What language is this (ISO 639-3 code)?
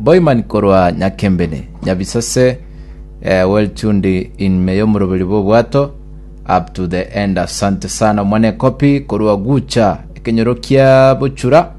guz